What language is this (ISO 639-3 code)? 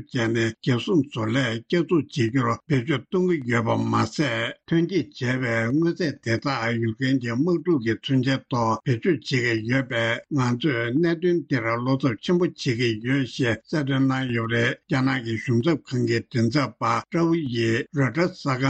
bod